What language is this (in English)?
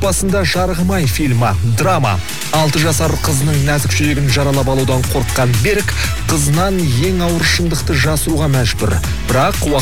Kazakh